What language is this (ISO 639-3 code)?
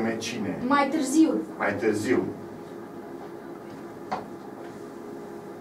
ron